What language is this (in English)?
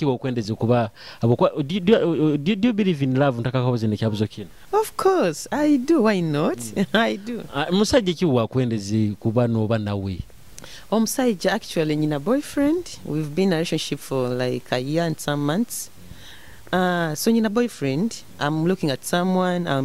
Nyoro